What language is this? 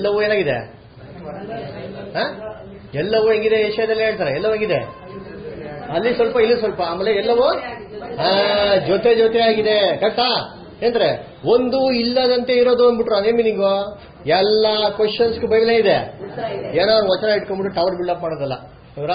Kannada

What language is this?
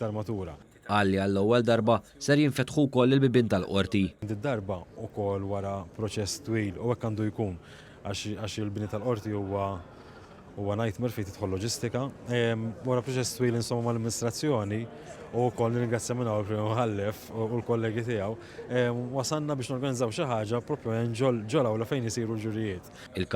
Maltese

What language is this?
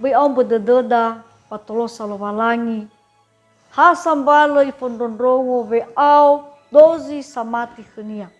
Nias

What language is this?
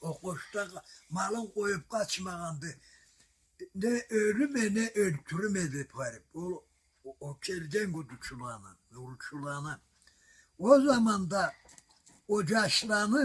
Karachay-Balkar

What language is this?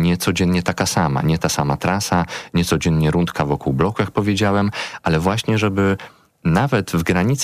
Polish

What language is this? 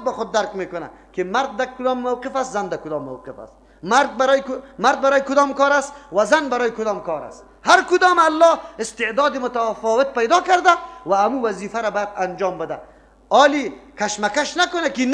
Persian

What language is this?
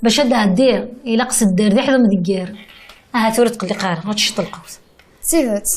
Kabyle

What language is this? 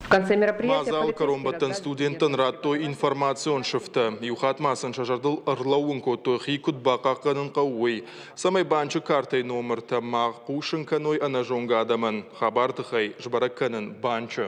Ossetic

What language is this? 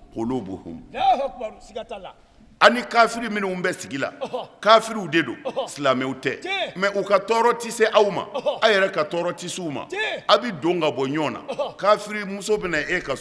Bambara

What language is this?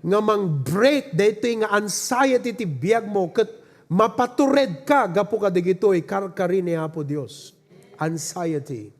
Iloko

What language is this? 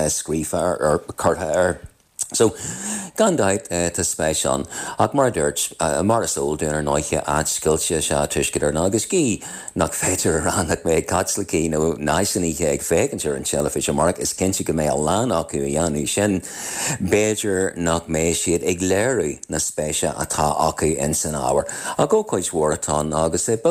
Irish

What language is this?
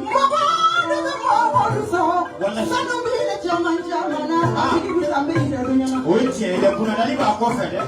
Bambara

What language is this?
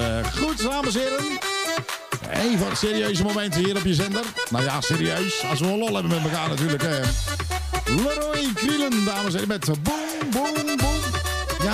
Dutch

